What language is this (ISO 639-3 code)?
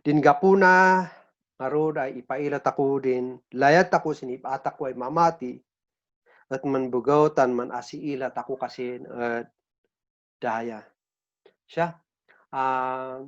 kne